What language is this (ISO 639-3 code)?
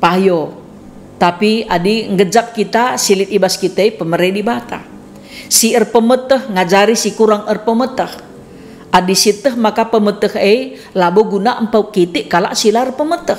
btx